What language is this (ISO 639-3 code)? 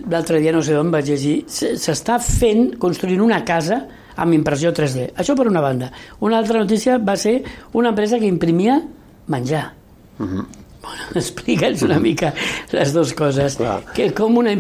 cat